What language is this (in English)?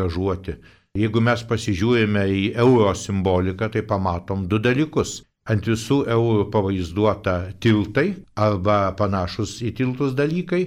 Lithuanian